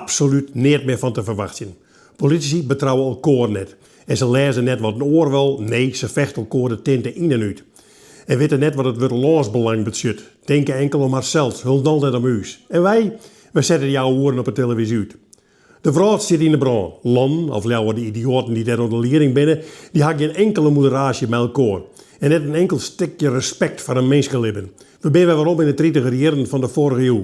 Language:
Western Frisian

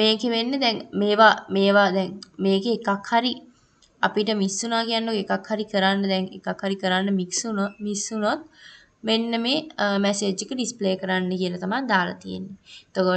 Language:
Sinhala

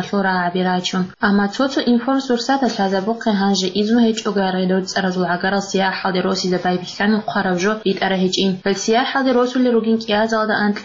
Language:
Avaric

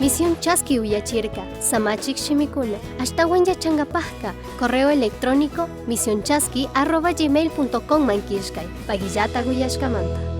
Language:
Chimborazo Highland Quichua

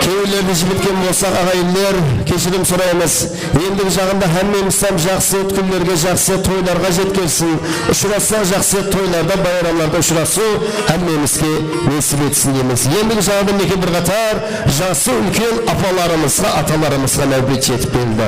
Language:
Kara-Kalpak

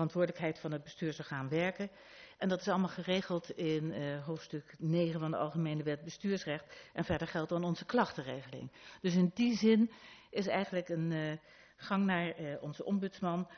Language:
Dutch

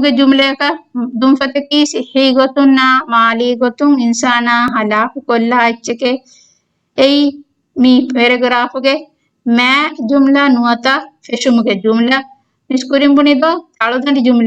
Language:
Divehi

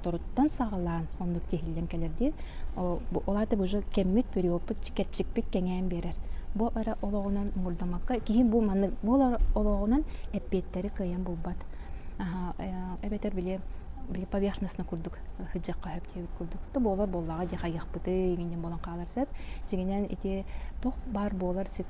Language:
Yakut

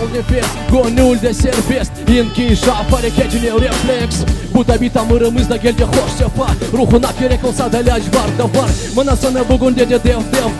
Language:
Crimean Tatar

